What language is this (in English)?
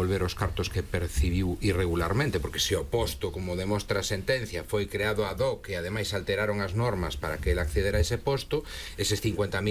Galician